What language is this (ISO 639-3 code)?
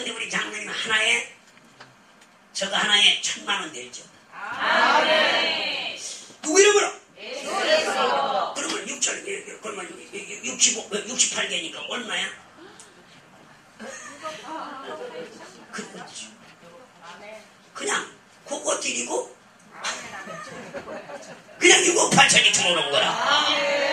kor